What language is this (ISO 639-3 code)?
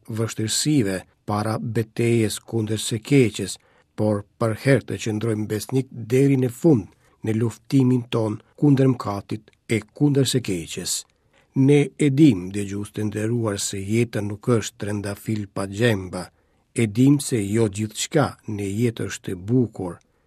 sqi